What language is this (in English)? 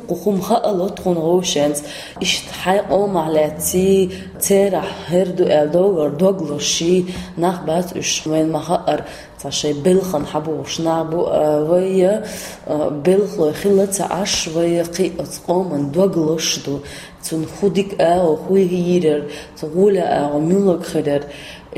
Chechen